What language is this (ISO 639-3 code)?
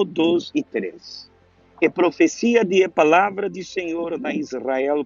pap